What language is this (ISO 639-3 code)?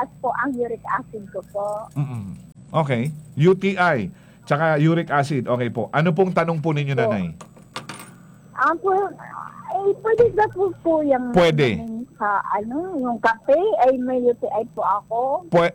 fil